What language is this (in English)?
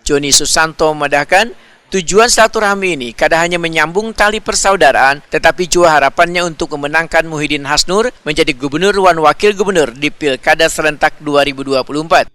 Banjar